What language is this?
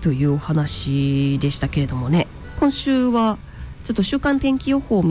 Japanese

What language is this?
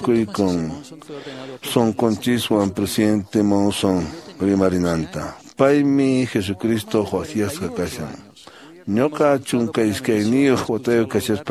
Quechua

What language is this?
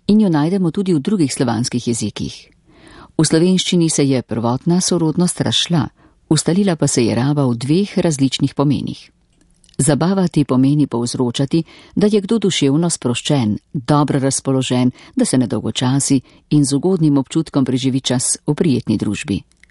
Slovenian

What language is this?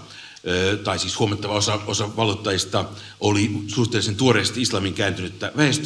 Finnish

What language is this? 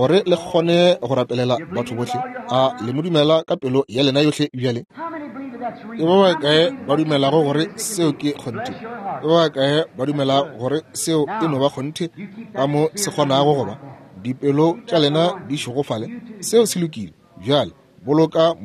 Northern Sotho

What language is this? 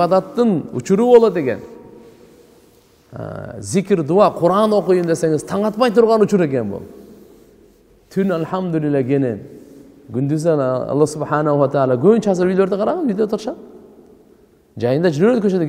Kyrgyz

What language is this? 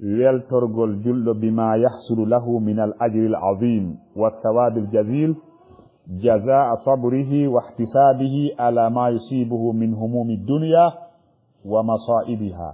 Fula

